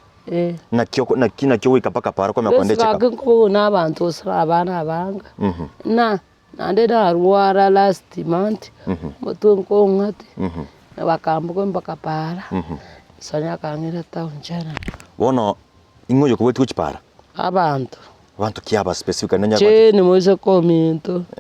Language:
Gusii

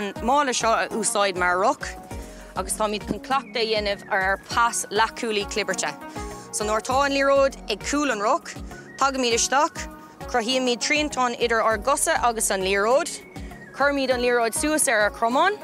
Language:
Irish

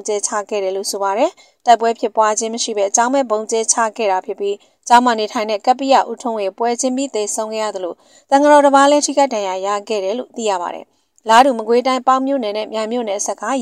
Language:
Burmese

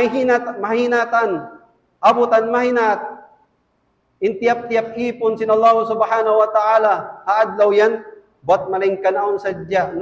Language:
Tausug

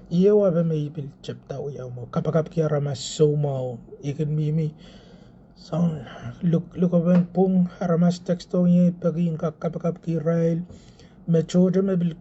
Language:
Pohnpeian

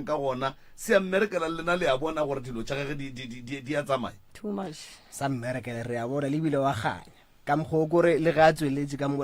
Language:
Northern Sotho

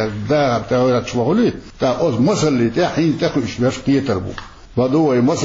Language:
Chechen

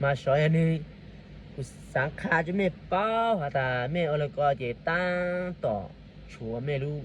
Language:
Hmong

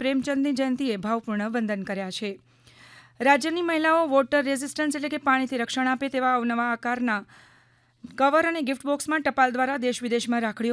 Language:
Gujarati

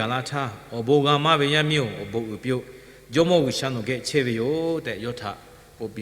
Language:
Lahu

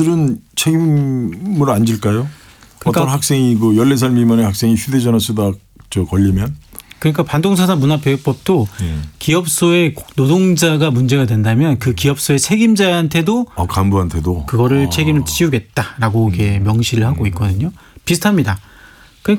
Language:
Korean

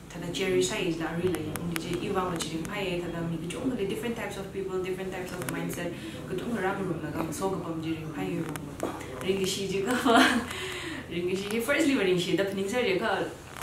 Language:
Tangkhul Naga (India)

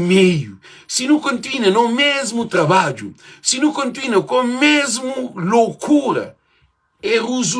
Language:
Kabuverdianu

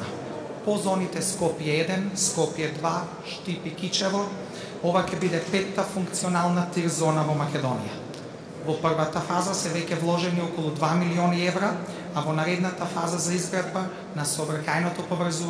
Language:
Macedonian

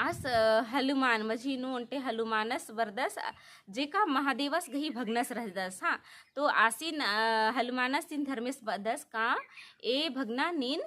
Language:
Kurukh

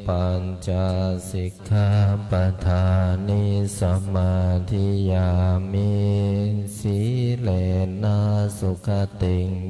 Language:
Pali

